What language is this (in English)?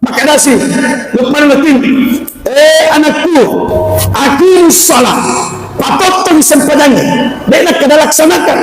Buginese